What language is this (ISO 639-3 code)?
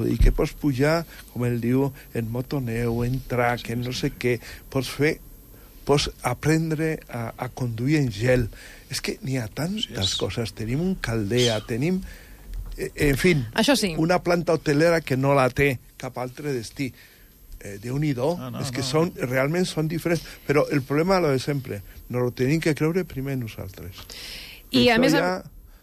cat